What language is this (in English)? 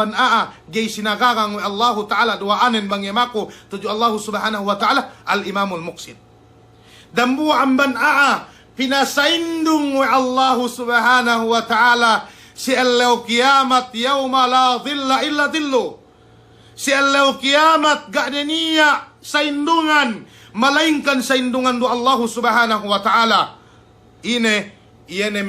Yakan